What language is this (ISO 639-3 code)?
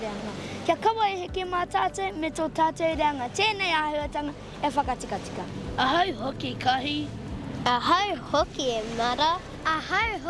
mri